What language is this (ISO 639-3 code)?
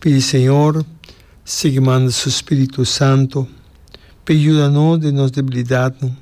pap